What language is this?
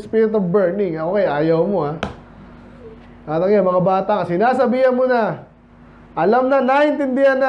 Filipino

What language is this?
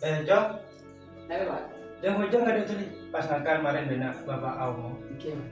Madurese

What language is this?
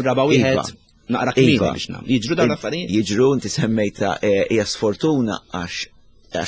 Maltese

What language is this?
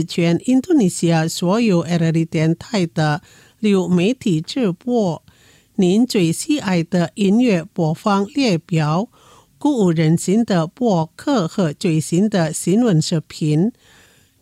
Chinese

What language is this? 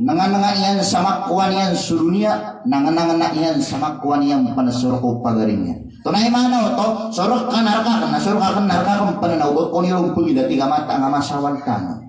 Maranao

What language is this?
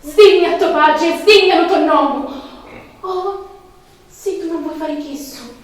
Sicilian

